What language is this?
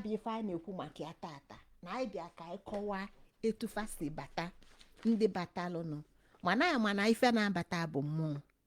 Igbo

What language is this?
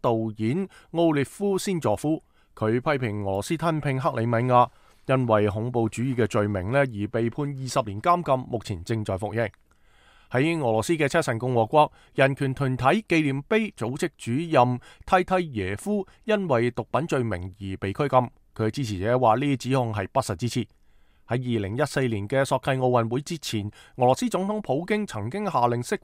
Cantonese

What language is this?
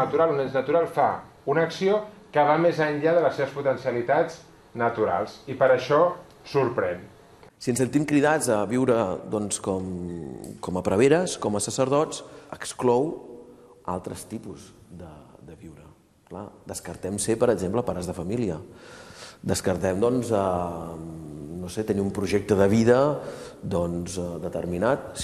Catalan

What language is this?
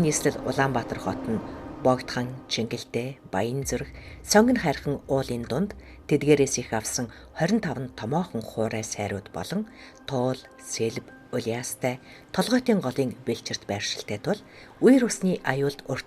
Mongolian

